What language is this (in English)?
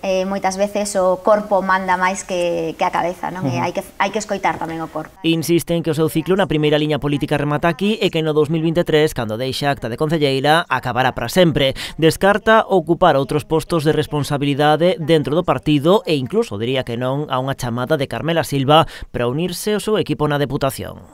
Galician